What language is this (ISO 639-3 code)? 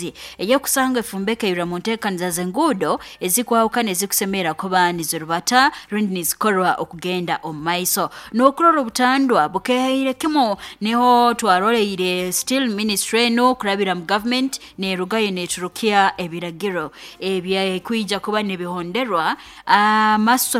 nyn